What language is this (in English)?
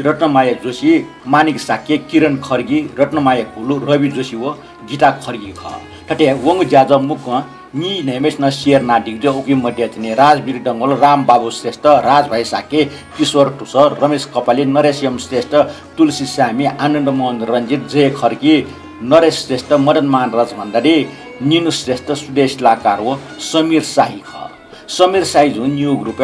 Newari